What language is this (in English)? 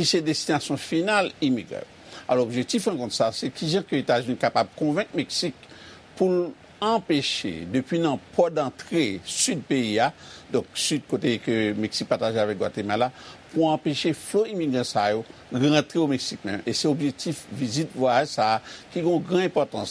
Haitian Creole